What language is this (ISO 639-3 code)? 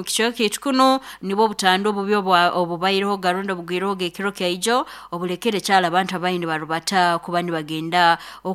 nyn